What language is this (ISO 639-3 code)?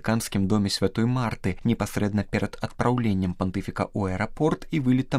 bel